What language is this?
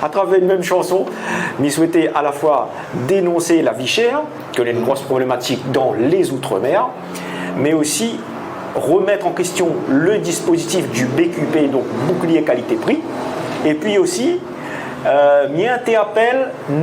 Réunion Creole French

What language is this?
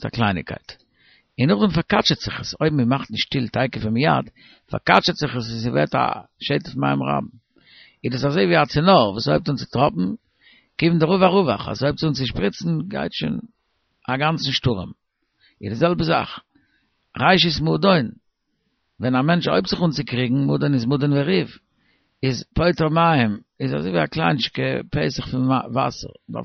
Yiddish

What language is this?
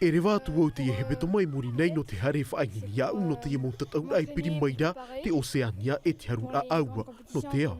Tahitian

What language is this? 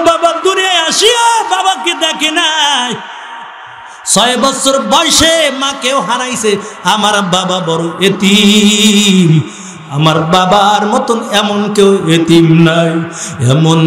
Bangla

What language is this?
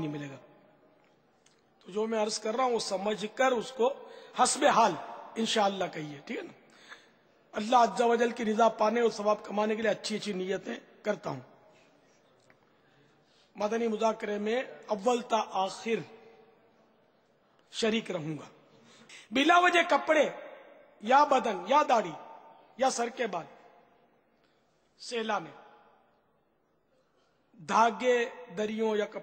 Urdu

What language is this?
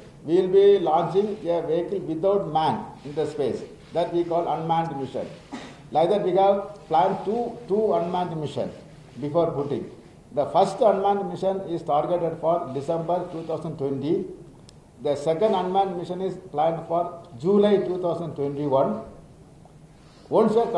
English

